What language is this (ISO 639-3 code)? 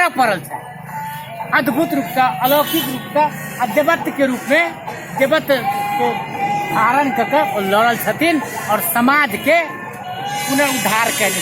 mai